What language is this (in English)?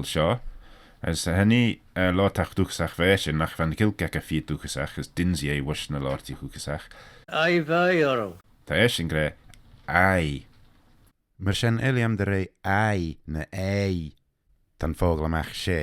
Manx